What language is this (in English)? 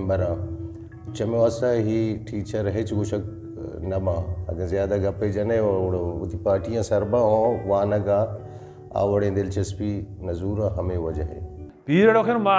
Eastern Balochi